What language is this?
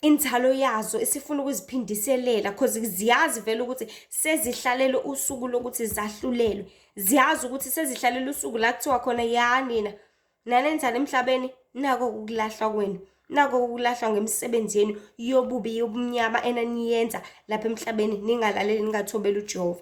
Zulu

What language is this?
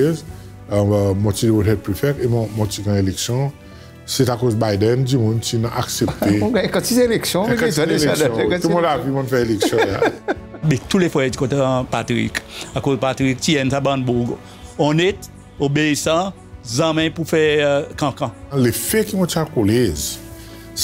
Seselwa Creole French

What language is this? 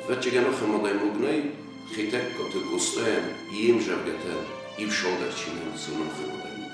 Ossetic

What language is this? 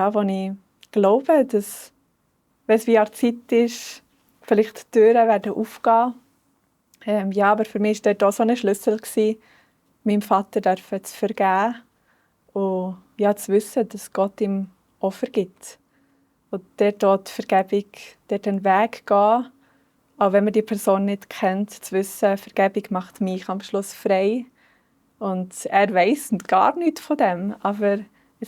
Swiss German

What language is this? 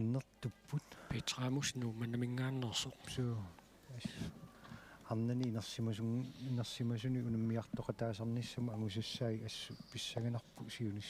Kalaallisut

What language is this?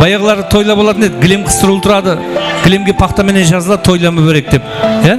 Kara-Kalpak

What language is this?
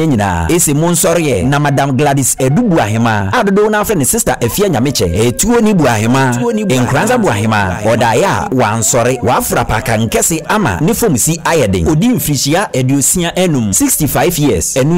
Akan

